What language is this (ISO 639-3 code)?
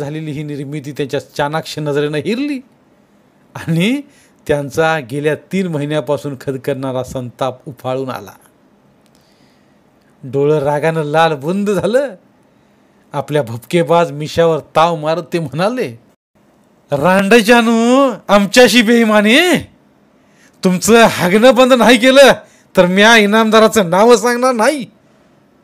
mar